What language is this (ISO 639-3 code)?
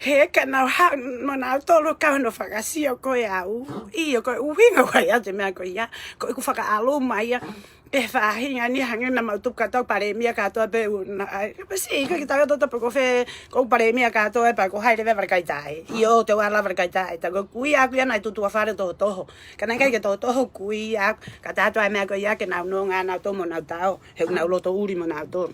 ton